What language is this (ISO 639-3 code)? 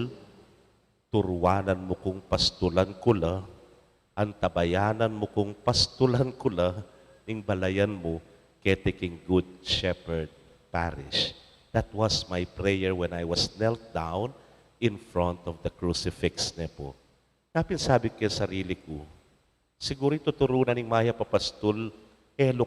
pam